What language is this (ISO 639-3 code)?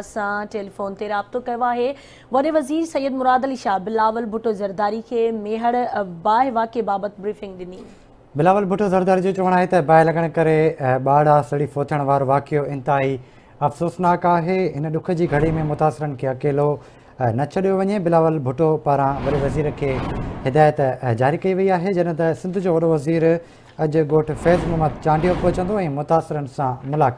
snd